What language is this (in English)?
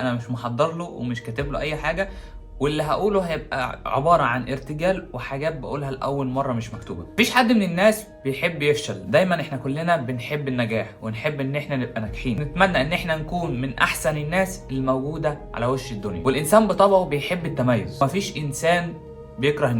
Egyptian Arabic